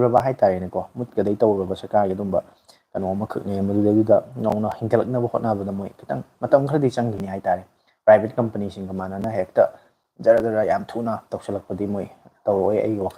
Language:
Manipuri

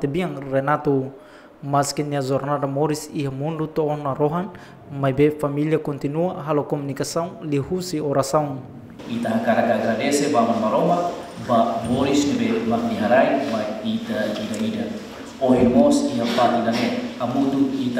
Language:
Tetum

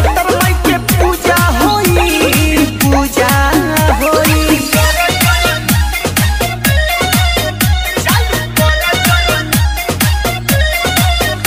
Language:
Bhojpuri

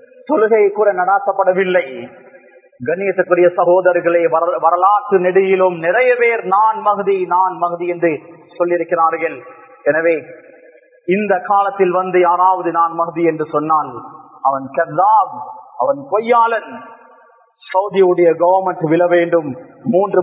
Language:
Tamil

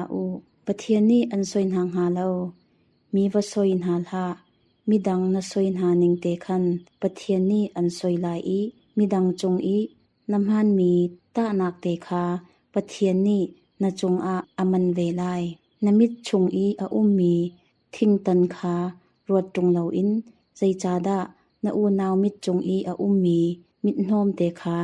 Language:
Hakha Chin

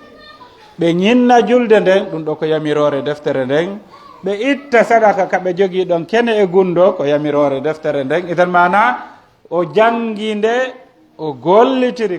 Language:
Pular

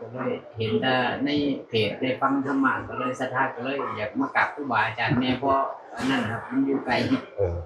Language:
Northeastern Thai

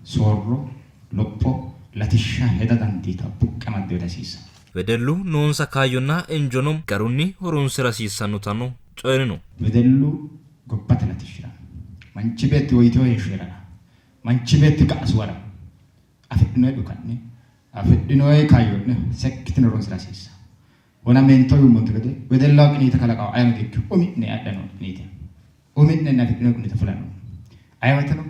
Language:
Sidamo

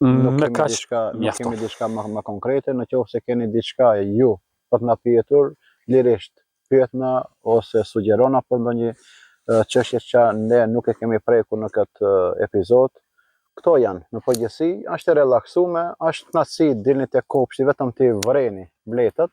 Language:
Albanian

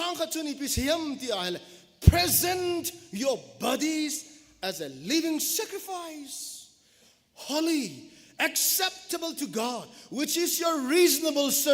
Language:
Thado Chin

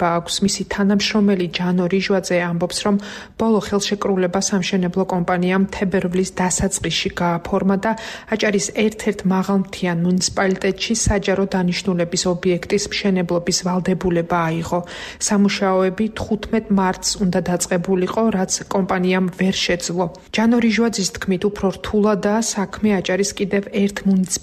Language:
Georgian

